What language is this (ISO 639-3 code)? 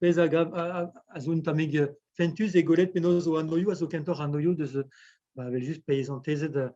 bre